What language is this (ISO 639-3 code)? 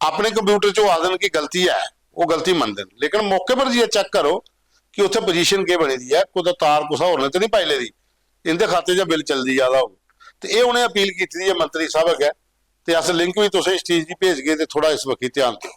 doi